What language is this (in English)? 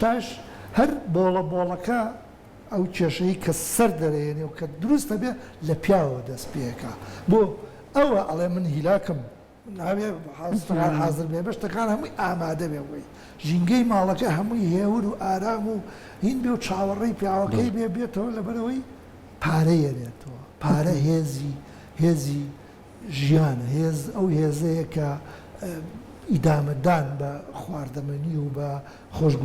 Central Kurdish